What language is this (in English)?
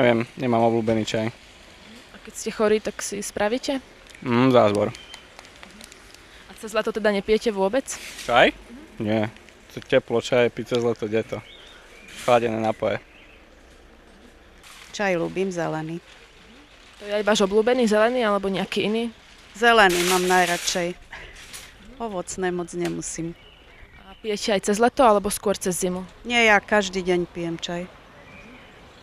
Slovak